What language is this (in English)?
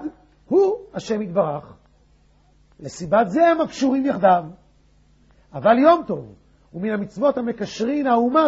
Hebrew